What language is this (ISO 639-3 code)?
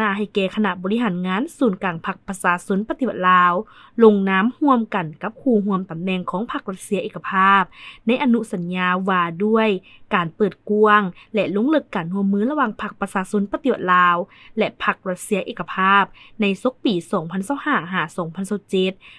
lao